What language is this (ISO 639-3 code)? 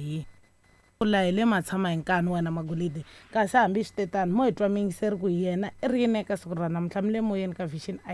tso